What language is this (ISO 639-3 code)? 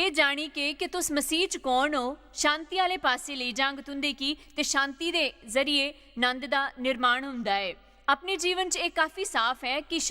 doi